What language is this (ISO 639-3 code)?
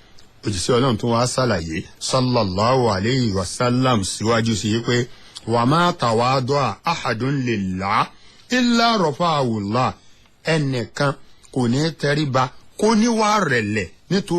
yor